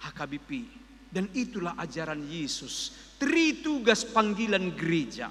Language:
Batak Toba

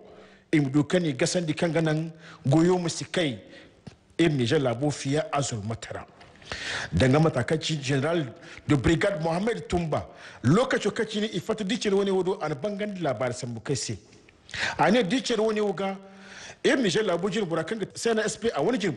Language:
Zarma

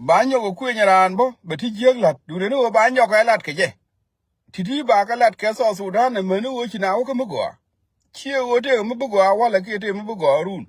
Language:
Nuer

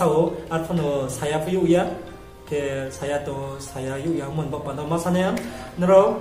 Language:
Riang (India)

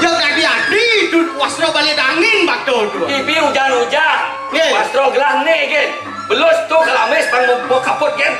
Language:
Balinese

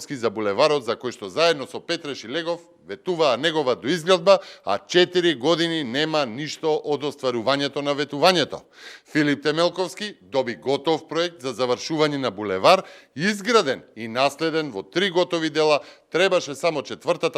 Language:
Macedonian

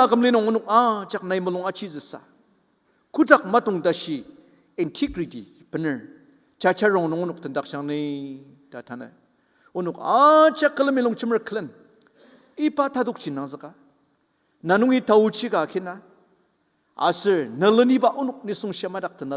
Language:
Ao Naga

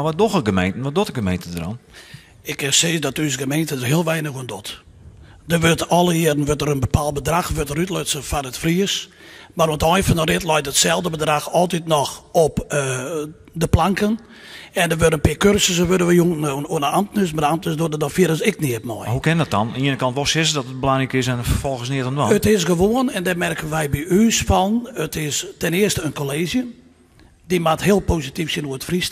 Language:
Western Frisian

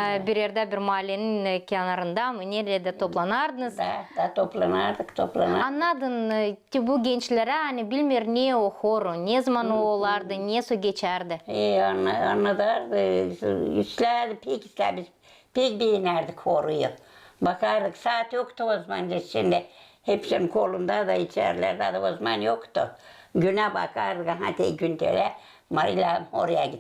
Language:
Gagauz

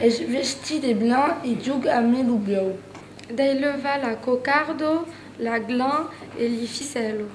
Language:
Occitan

